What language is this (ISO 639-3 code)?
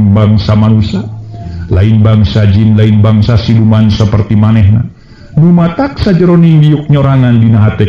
sun